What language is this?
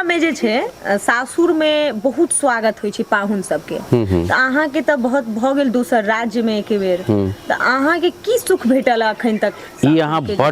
Maithili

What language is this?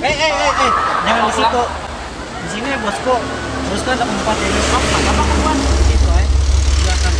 Banjar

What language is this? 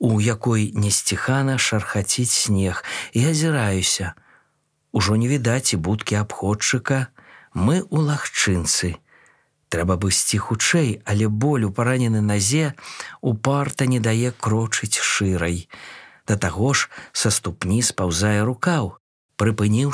Belarusian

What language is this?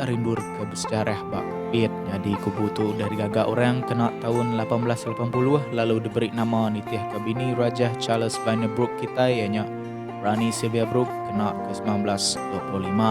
Iban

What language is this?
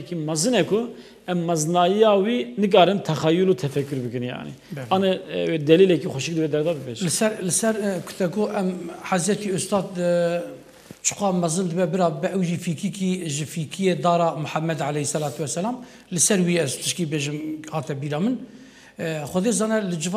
Kurdish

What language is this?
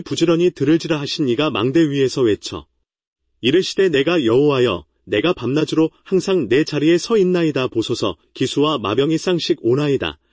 Korean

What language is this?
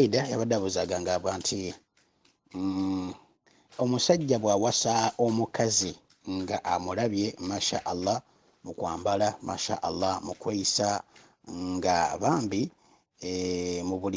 Ganda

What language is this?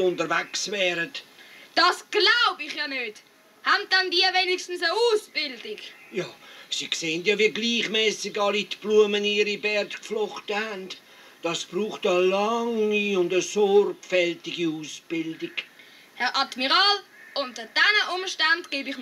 Swiss German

